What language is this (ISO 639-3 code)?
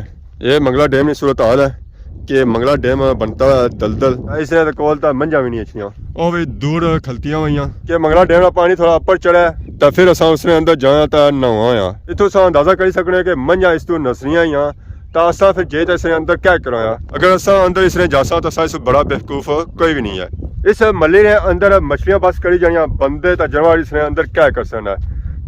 phr